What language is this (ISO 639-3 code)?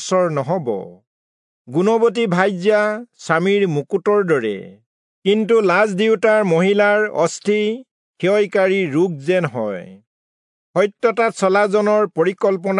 asm